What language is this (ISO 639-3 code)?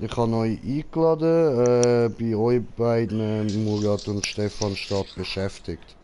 gsw